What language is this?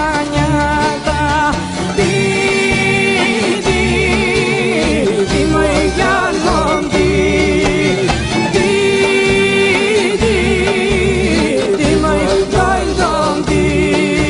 Greek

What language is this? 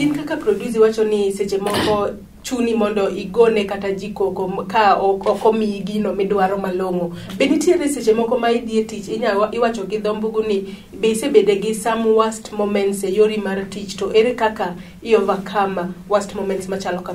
Luo (Kenya and Tanzania)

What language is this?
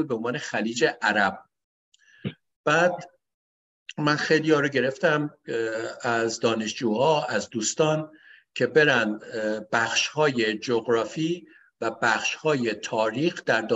Persian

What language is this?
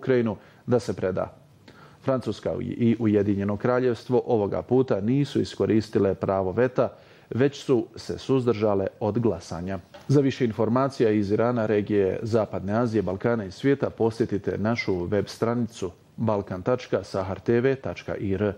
Bosnian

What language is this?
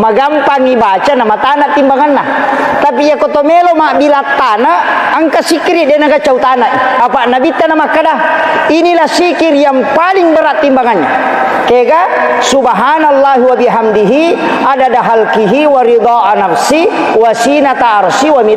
Buginese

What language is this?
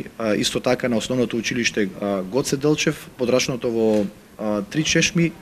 Macedonian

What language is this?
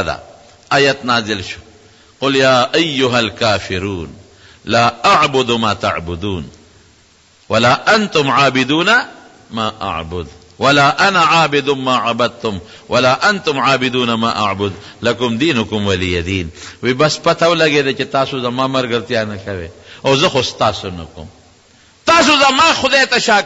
Pashto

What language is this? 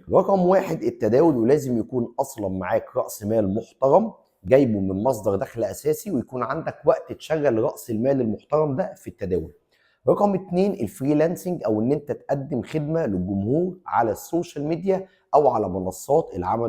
Egyptian Arabic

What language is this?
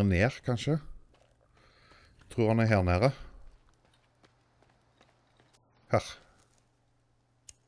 Norwegian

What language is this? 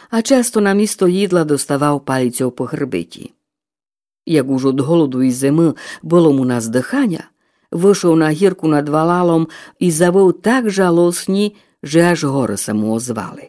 Rusyn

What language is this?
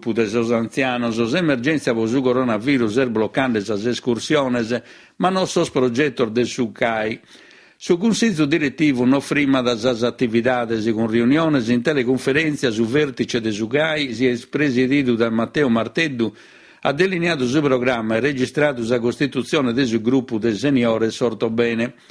Sardinian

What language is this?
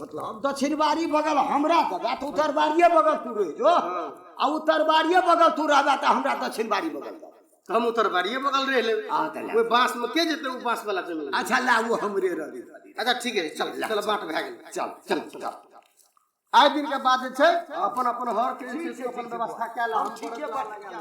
Maithili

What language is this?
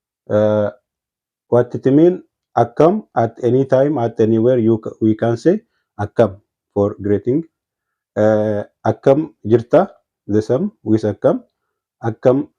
Oromo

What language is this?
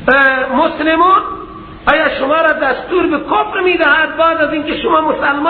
Persian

